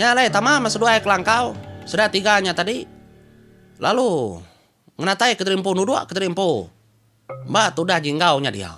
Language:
Iban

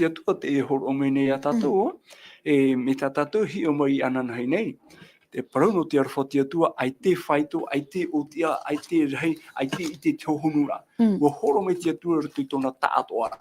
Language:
Tahitian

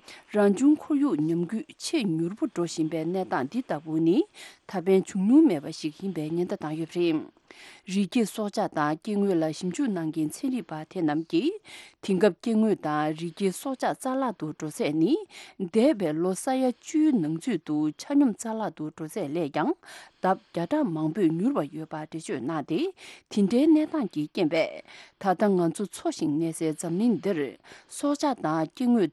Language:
Tibetan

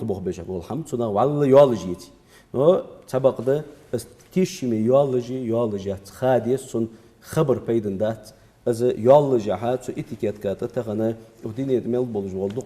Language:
Ingush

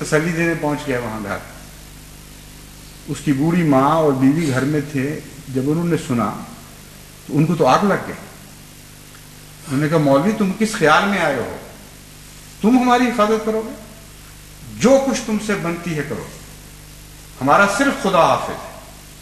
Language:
Urdu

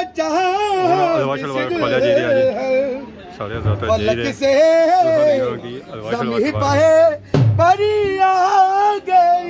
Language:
Pahari-Potwari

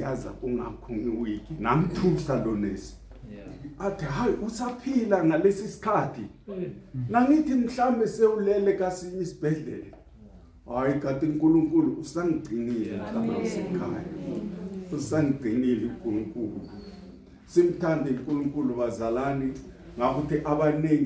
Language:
Zulu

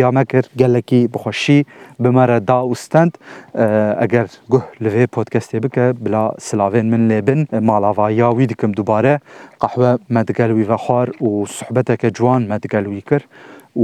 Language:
Kurdish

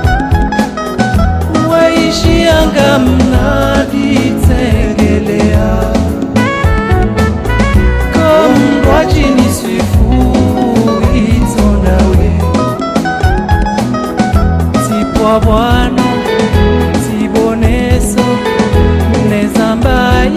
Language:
Swahili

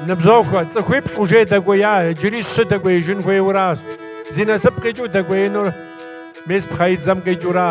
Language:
Kabardian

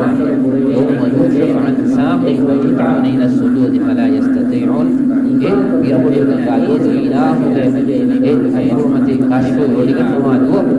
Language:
Divehi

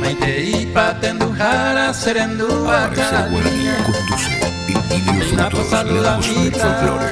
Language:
Guarani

